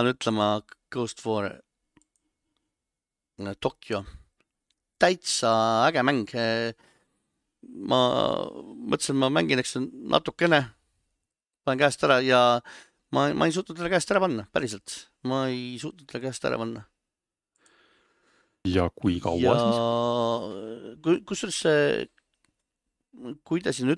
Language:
Estonian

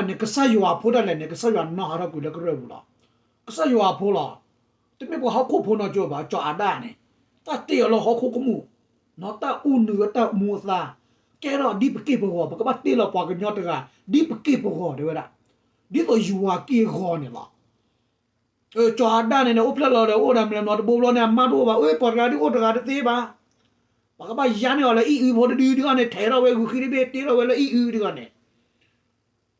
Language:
S'gaw Karen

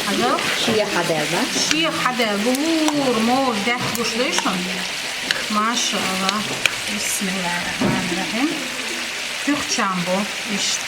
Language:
Chechen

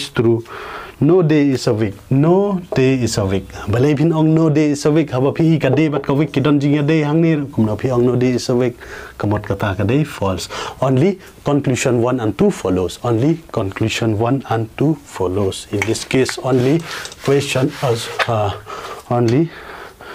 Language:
Khasi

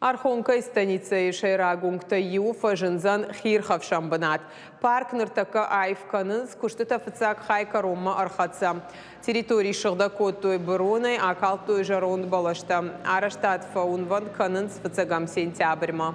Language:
Ossetic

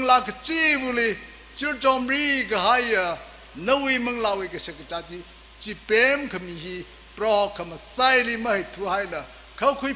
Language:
Tangkhul Naga (India)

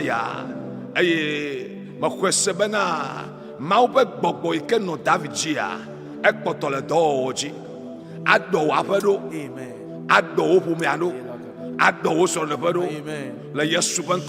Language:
Ewe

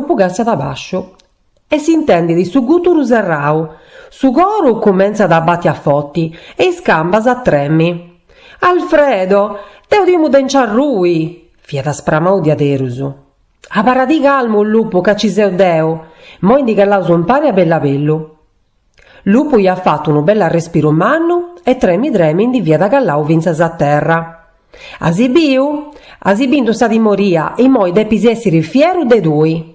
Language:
Sardinian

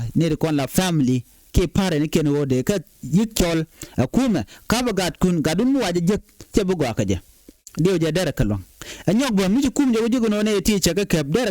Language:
Nuer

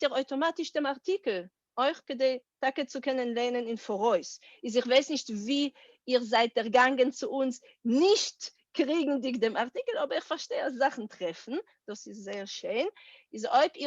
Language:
Yiddish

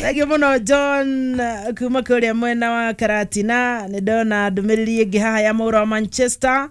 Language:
Kikuyu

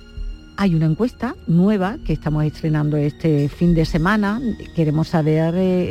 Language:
Spanish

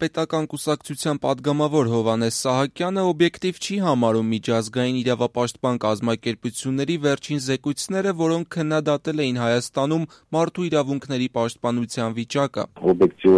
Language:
Armenian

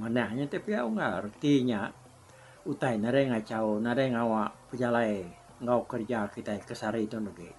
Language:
Iban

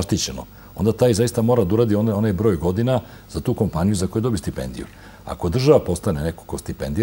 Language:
Serbian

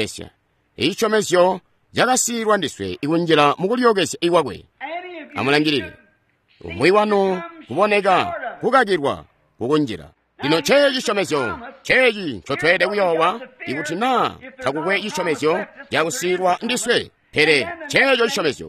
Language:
Tonga (Zambia)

